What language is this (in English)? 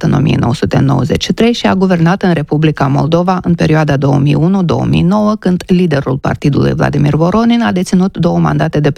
Romanian